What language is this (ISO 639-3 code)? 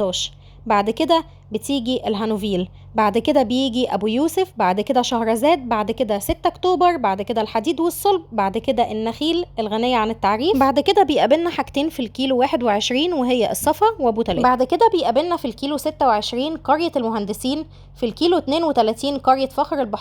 arz